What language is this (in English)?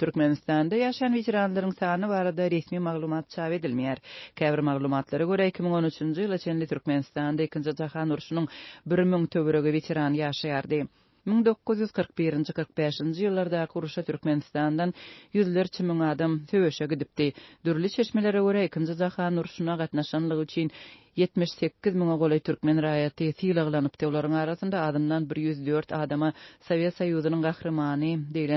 Turkmen